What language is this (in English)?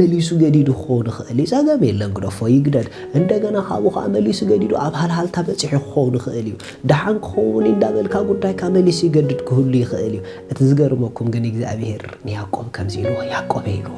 Tigrinya